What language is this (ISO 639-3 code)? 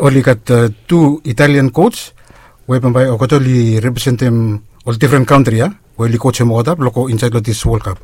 bis